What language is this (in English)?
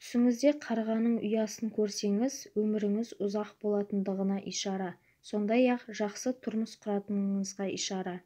Kazakh